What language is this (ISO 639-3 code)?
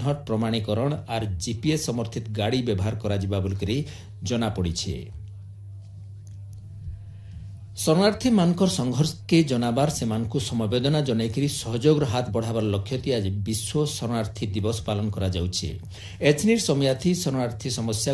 ori